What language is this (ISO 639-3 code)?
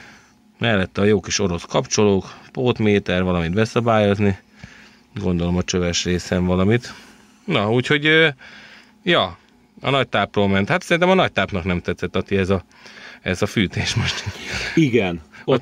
hun